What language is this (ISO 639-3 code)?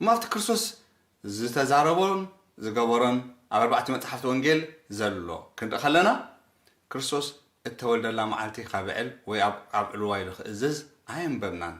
tir